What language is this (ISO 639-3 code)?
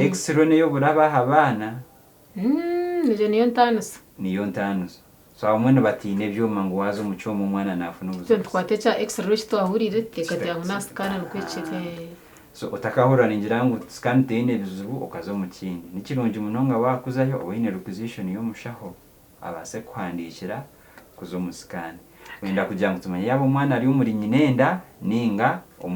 nyn